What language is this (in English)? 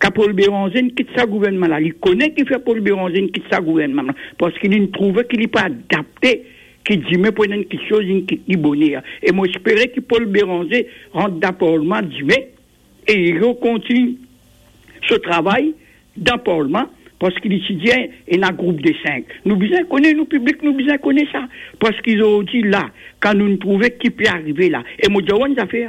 Morisyen